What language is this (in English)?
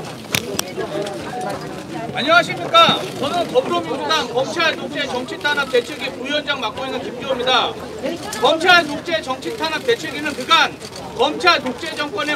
Korean